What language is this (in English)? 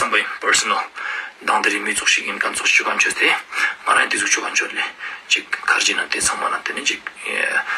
Ladakhi